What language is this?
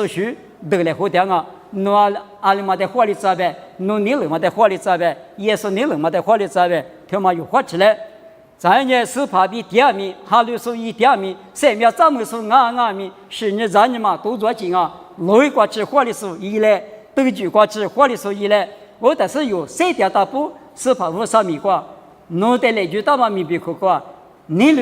Lisu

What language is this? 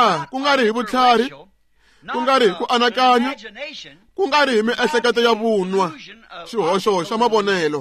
Tsonga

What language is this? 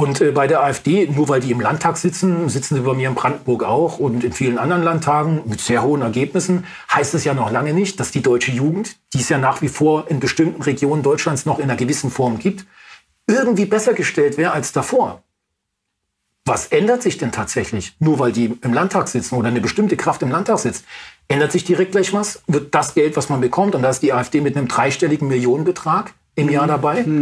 German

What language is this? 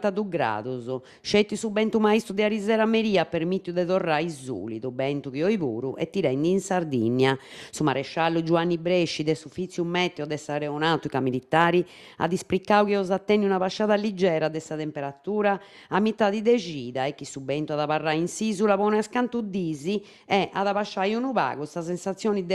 Sardinian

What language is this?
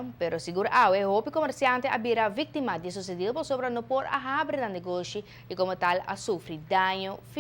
Papiamento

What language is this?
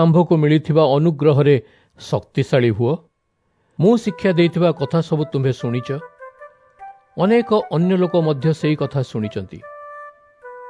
Odia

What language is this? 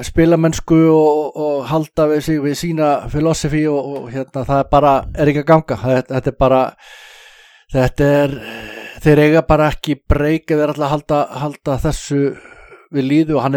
Icelandic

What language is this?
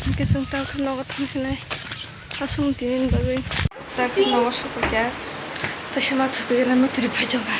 Kok Borok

